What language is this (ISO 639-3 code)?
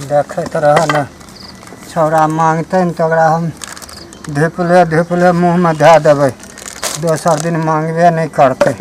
mai